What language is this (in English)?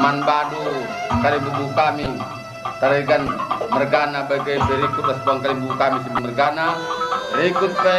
Batak Karo